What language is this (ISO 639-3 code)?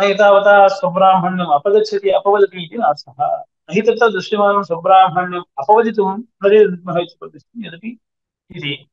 san